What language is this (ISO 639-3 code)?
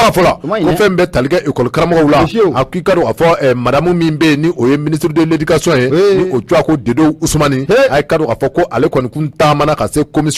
bam